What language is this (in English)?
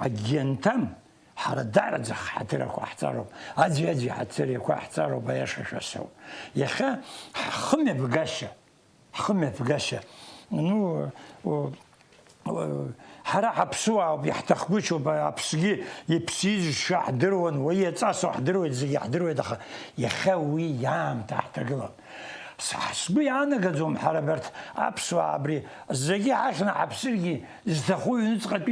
Abkhazian